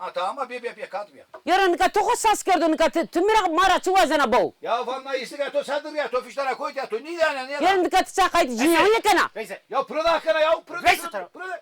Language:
Zaza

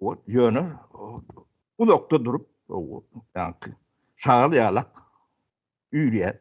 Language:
Turkmen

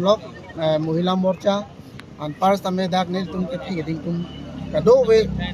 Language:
Karbi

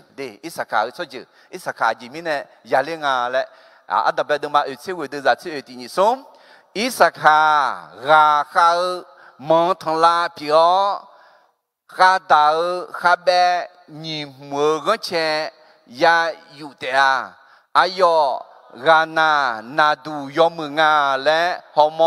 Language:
Akha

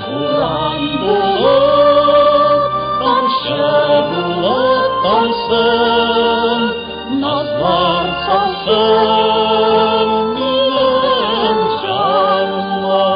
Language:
Tatar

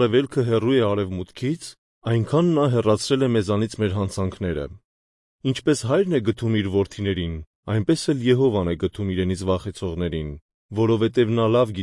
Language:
Armenian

